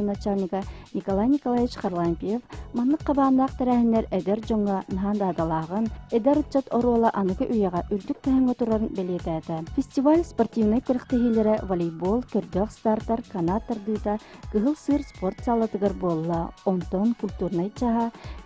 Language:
Yakut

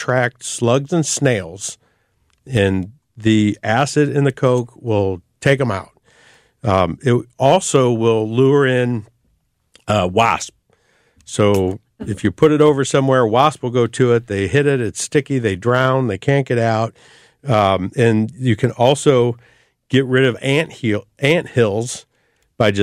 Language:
English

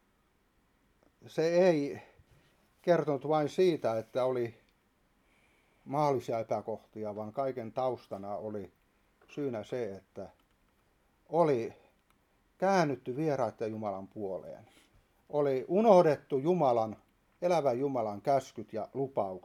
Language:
Finnish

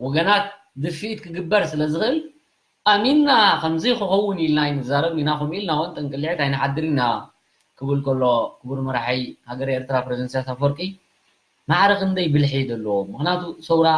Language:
Tigrinya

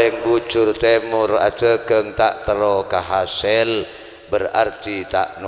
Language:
Madurese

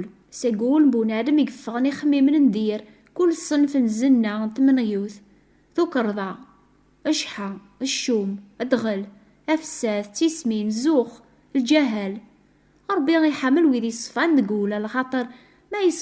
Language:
Kabyle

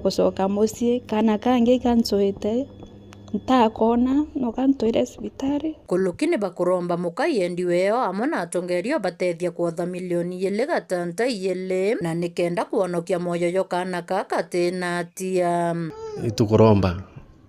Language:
Meru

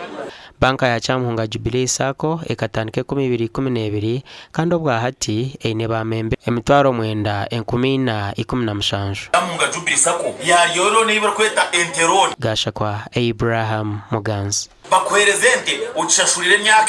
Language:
Nyankole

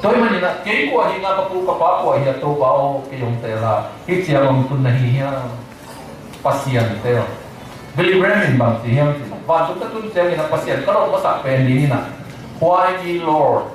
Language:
Tedim Chin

